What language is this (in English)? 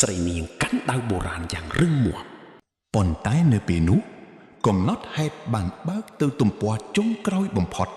Khmer